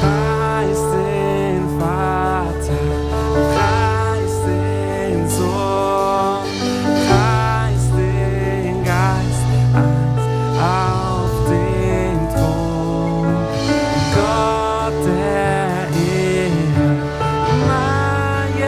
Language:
Swiss German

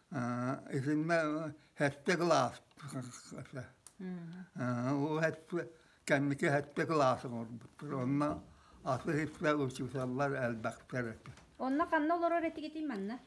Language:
Yakut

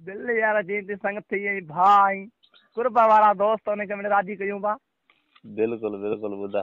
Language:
Sindhi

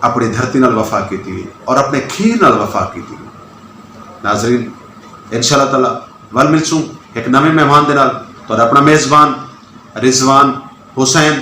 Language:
Saraiki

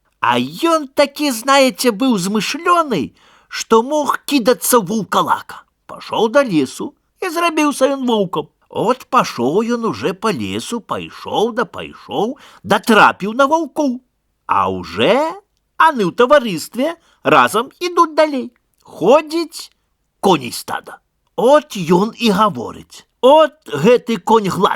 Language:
Belarusian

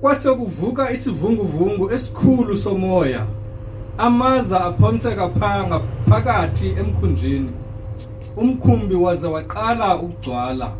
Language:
Zulu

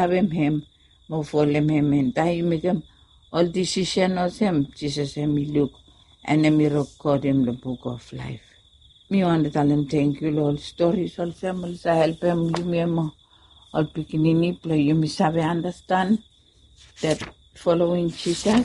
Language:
Bislama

